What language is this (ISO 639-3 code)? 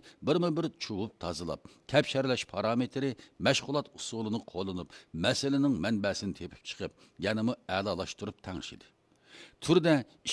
uig